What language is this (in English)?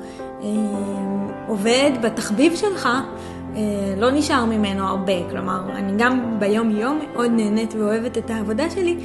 Hebrew